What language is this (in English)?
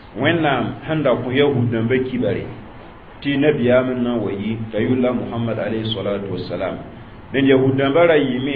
Mossi